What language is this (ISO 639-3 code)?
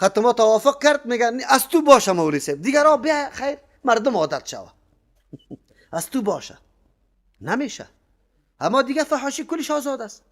fas